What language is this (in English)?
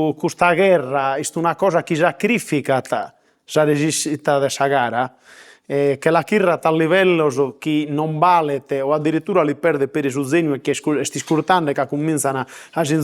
Sardinian